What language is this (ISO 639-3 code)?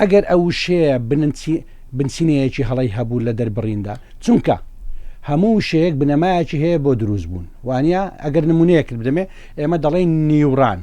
ckb